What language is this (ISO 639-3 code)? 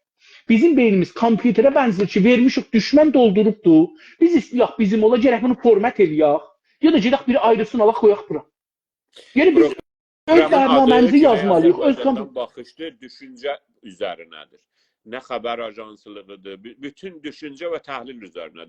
azb